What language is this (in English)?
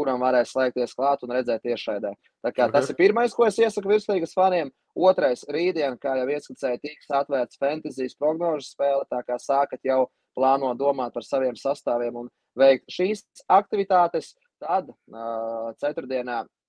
Latvian